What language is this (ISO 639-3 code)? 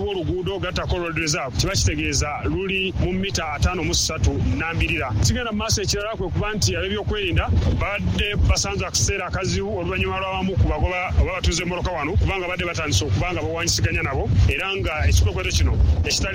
lug